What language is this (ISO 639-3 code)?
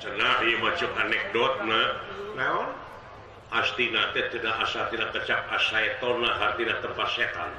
sun